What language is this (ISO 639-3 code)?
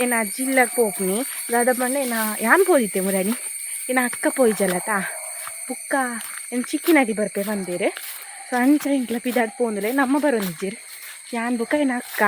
tcy